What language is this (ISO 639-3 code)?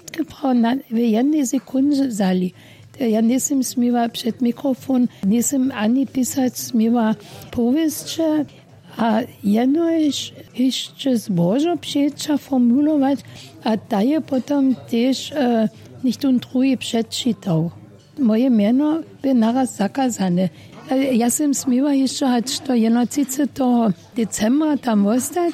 hsb